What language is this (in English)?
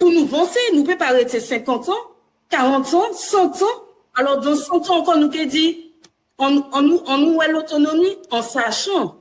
Guadeloupean Creole French